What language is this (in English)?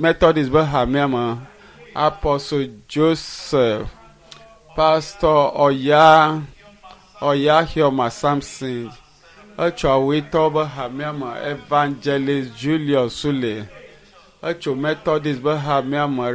Ewe